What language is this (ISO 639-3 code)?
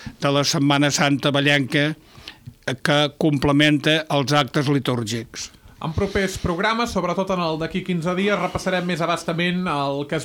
cat